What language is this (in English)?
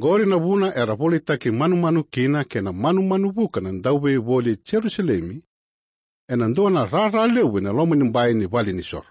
Fijian